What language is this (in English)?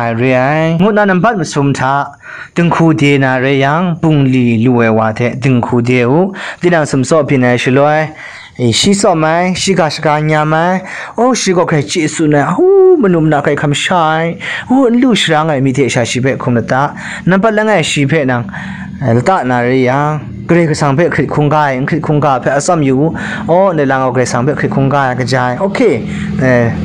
Kachin